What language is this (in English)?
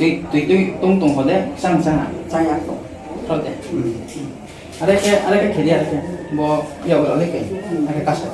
Riang (India)